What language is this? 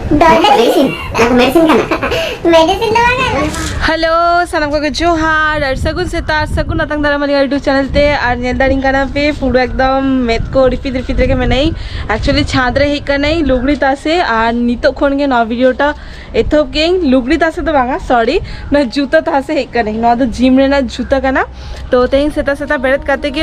Santali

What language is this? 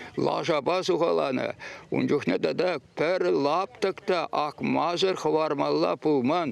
Chuvash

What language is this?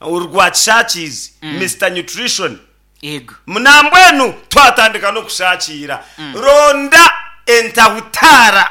Nyankole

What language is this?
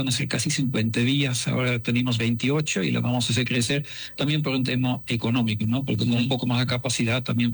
Spanish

